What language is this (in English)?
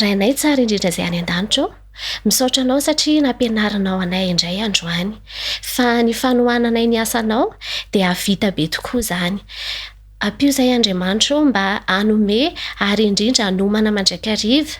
Malagasy